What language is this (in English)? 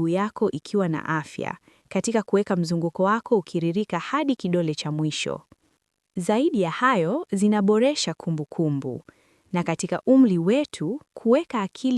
Swahili